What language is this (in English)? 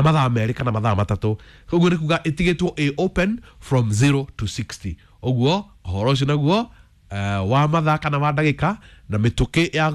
Kikuyu